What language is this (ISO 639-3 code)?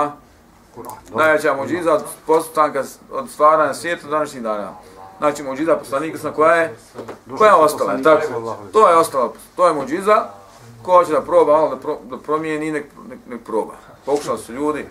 bos